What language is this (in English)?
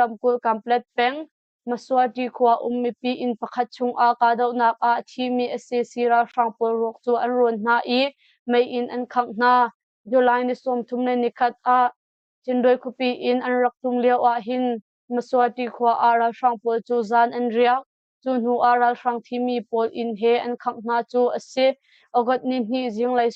Hakha Chin